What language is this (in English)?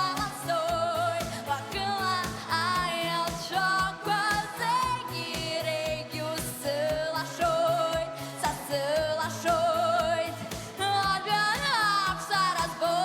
Abkhazian